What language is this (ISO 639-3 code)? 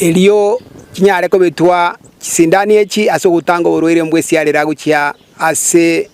guz